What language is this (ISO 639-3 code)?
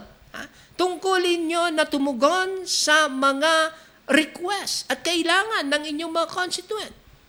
fil